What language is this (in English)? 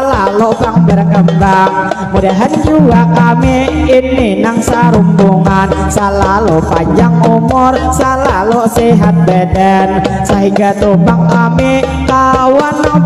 Banjar